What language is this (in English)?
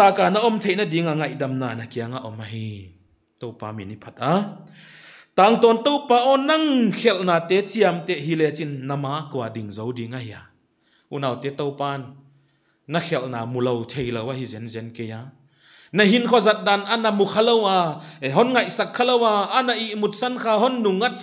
Paite Chin